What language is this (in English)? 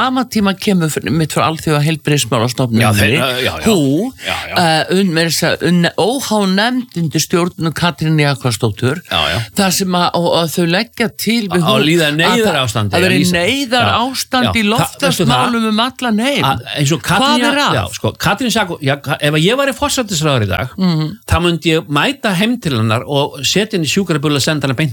Icelandic